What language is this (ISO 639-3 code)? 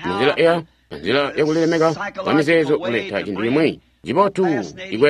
toi